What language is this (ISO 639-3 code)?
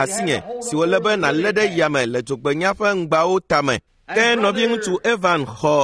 ewe